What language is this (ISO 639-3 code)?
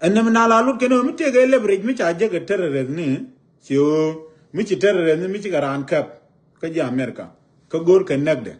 nus